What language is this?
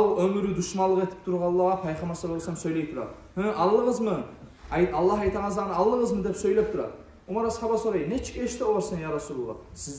Kumyk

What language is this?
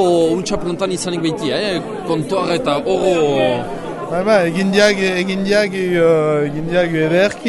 Basque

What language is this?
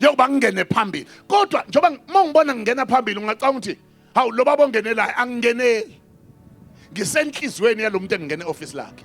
Zulu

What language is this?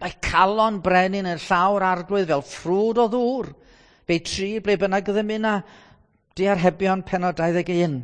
Welsh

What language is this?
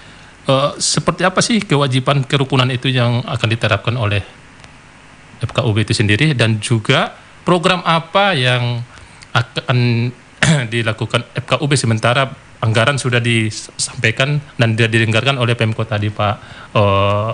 Indonesian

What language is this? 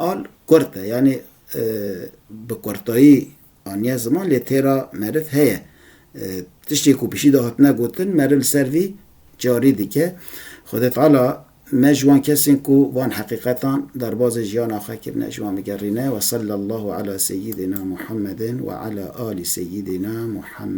Kurdish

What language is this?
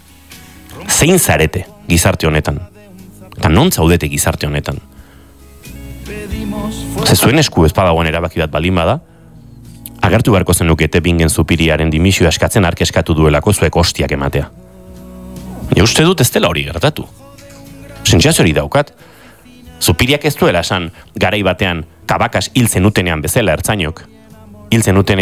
Basque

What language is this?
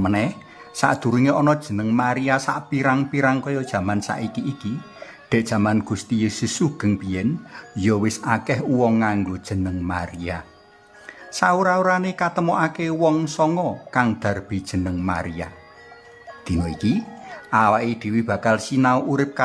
Javanese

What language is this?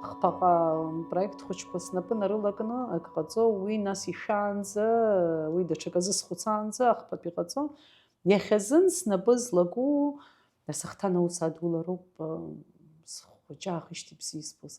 Abkhazian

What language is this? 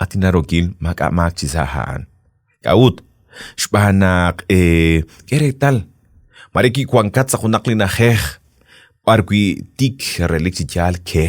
Kekchí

